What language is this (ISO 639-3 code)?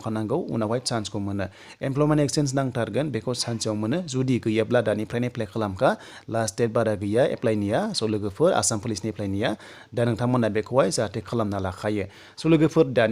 brx